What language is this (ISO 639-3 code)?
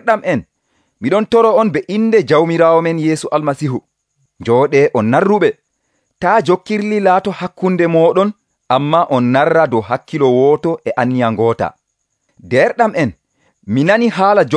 fuv